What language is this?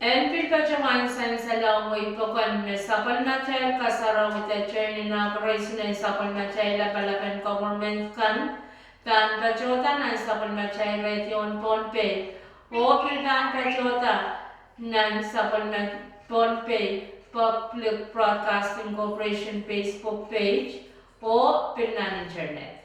Pohnpeian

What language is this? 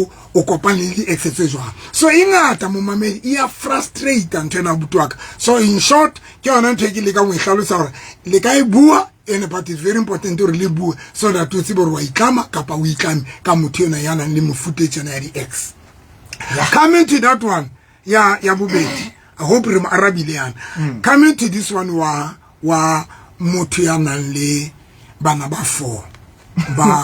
Southern Sotho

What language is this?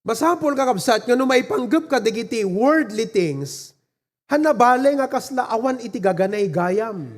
Iloko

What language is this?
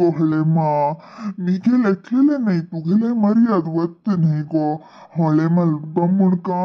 Konkani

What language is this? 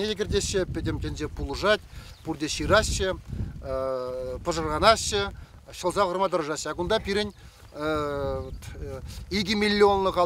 Chuvash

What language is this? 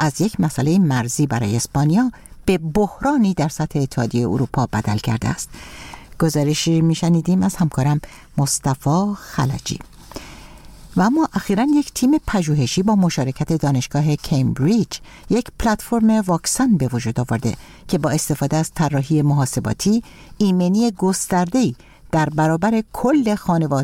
Persian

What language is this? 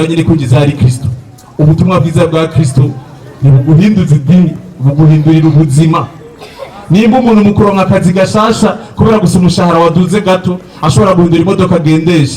Rundi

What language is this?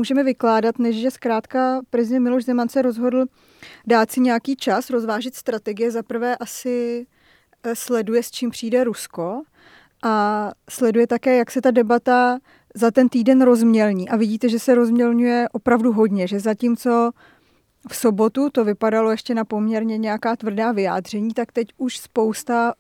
Czech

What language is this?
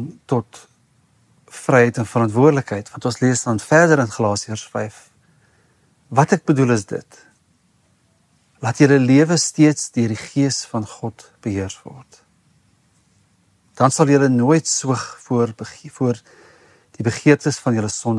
Afrikaans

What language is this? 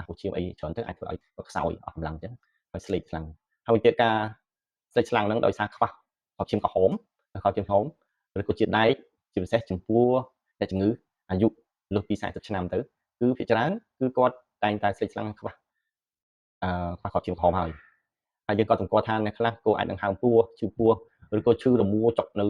Khmer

